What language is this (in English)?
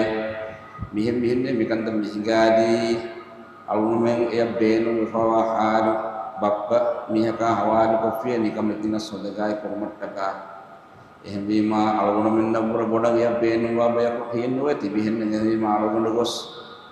Divehi